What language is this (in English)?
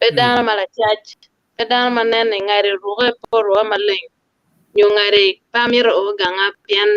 Acoli